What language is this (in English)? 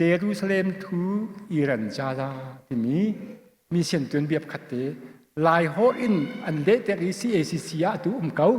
Hakha Chin